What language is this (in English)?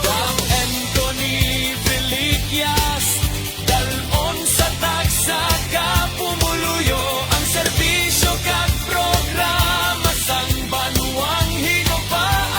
Hiligaynon